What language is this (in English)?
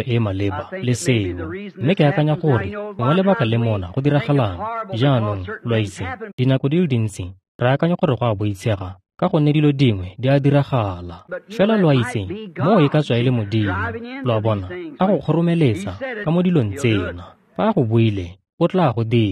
Tswana